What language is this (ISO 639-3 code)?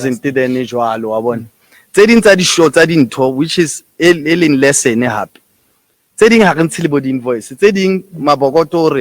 sot